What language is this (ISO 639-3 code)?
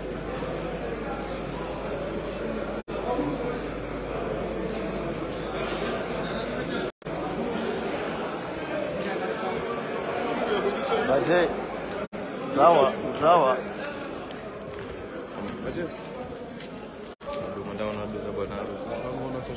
swa